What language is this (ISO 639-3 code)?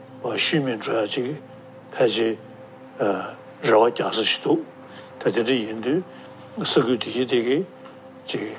bod